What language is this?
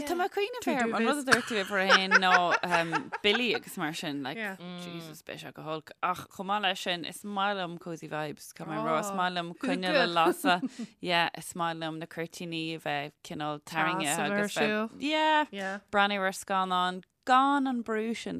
Irish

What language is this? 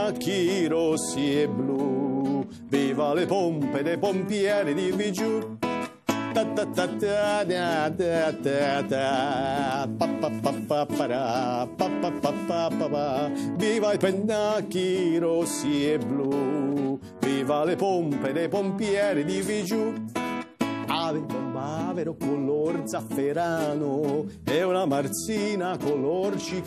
Italian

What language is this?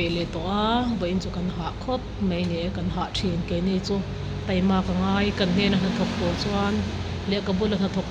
Mizo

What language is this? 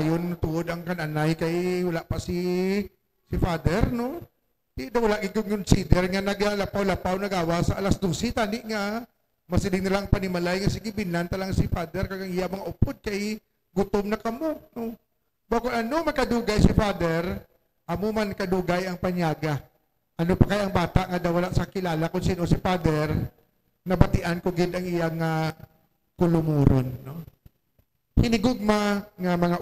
Hiligaynon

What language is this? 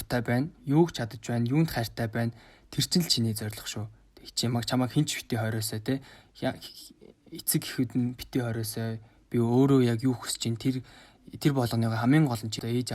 Mongolian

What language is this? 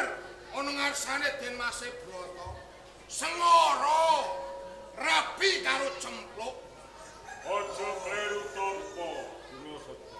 Javanese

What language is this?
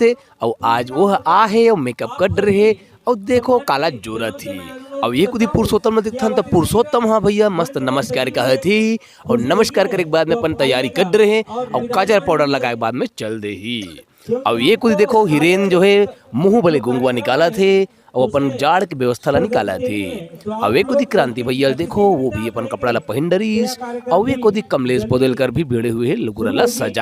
Chhattisgarhi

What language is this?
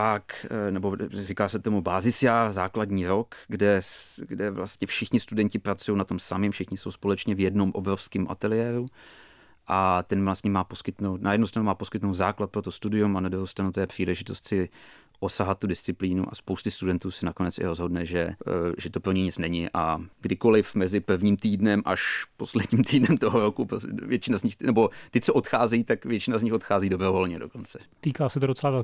Czech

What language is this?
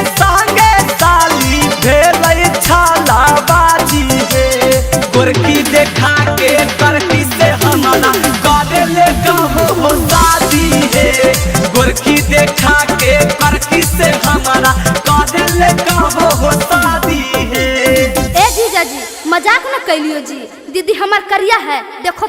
Magahi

